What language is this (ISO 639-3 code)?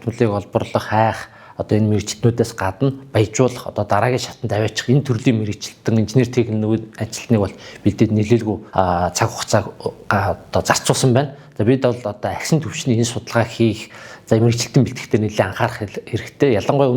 mon